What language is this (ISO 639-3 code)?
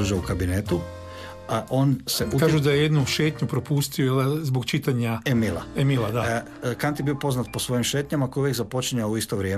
hrv